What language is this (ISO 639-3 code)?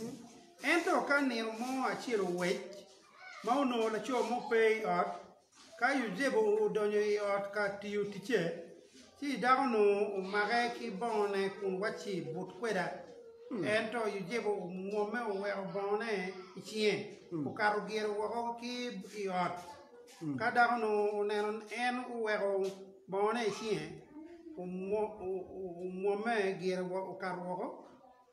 ach